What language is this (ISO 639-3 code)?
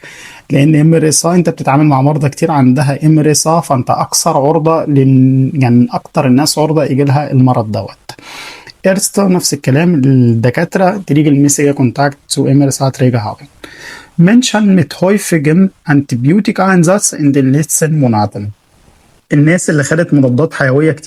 arz